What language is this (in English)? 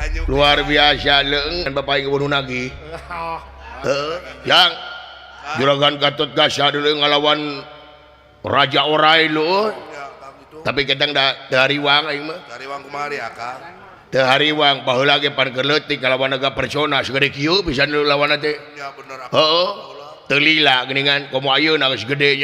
Sundanese